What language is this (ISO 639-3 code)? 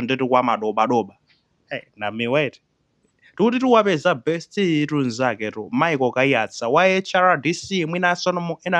nya